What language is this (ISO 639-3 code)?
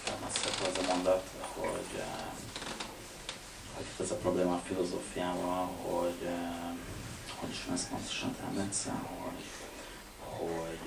hun